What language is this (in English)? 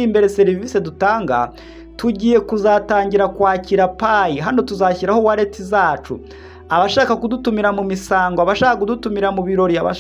Kinyarwanda